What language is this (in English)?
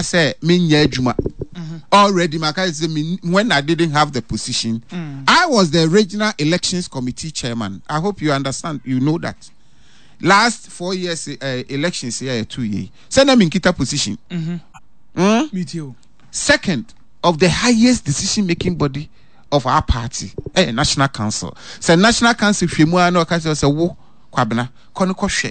Akan